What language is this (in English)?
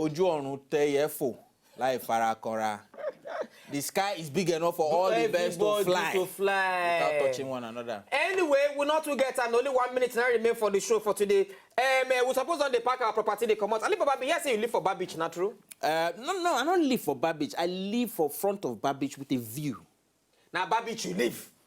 Nigerian Pidgin